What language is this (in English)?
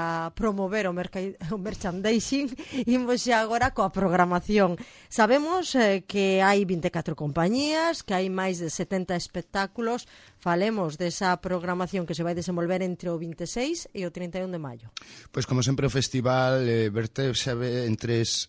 Galician